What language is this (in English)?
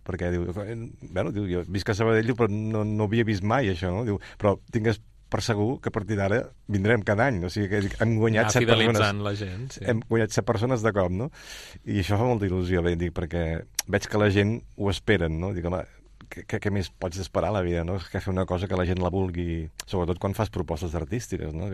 Catalan